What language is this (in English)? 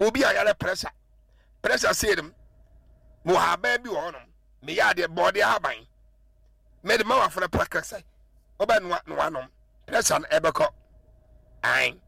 Akan